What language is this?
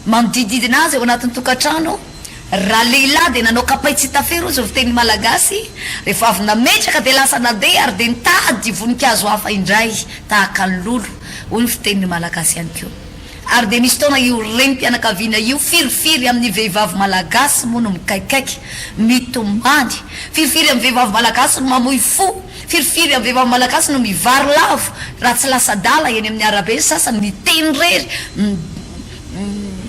Malagasy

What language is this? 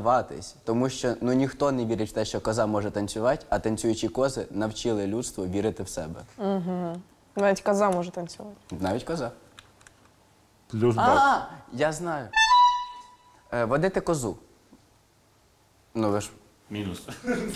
Ukrainian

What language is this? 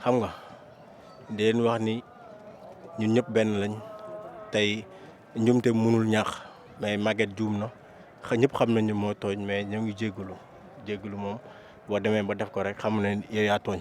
Wolof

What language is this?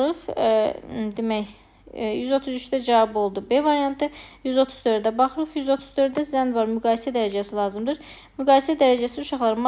Azerbaijani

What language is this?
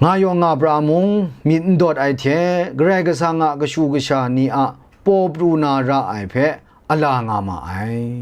Kachin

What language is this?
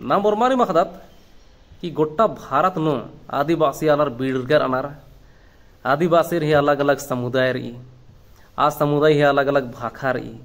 Kurukh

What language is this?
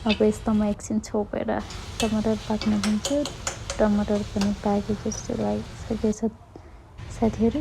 Nepali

